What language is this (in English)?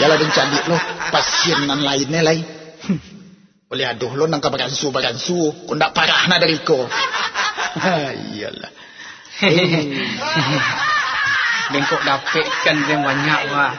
Minangkabau